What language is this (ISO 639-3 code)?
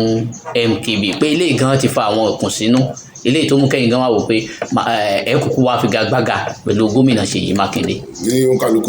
yor